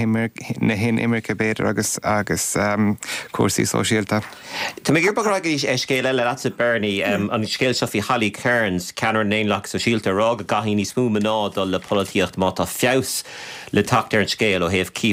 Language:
Irish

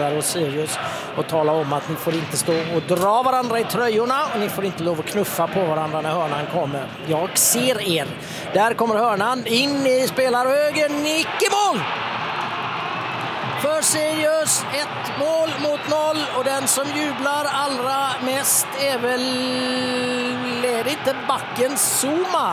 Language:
Swedish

